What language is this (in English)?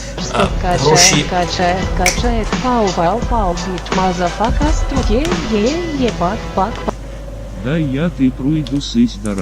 Rusyn